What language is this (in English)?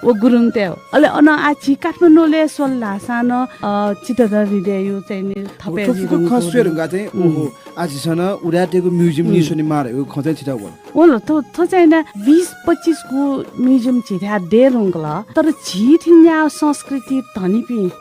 Newari